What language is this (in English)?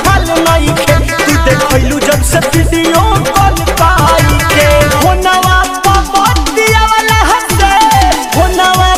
Bhojpuri